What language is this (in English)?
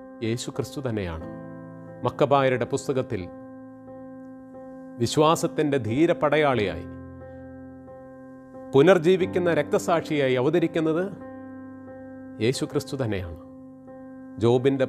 Malayalam